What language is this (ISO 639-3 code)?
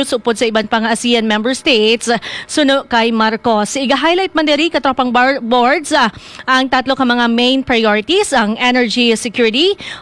hil